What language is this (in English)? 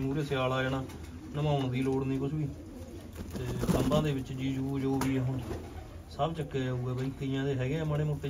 Punjabi